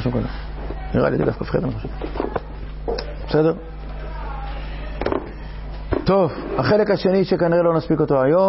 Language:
Hebrew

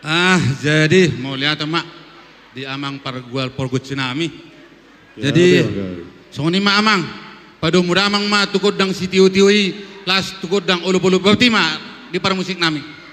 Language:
Batak Toba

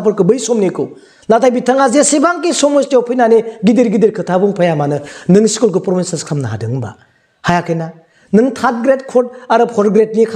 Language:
Bodo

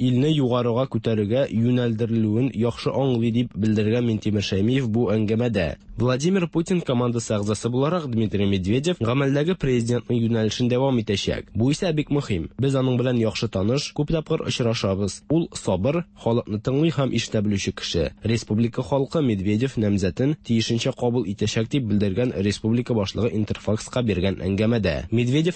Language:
Tatar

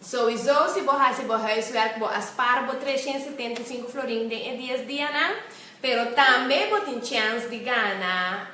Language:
Papiamento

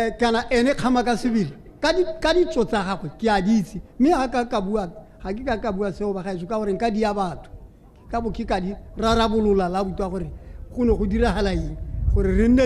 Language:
Tswana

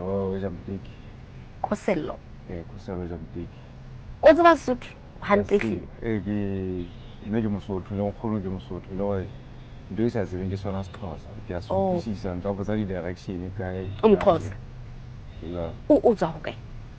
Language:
Southern Sotho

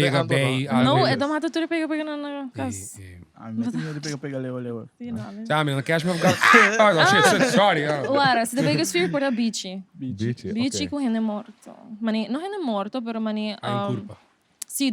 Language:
Papiamento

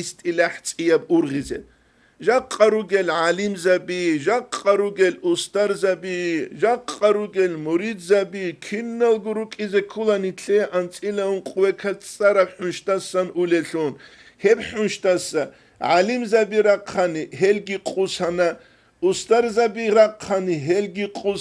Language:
Avaric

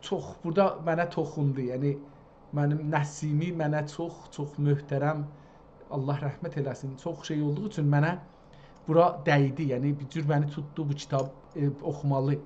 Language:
South Azerbaijani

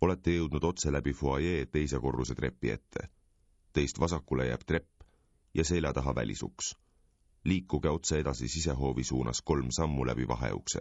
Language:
Estonian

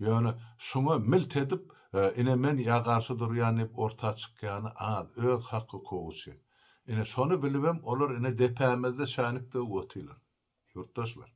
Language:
Turkmen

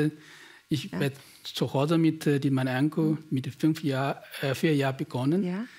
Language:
German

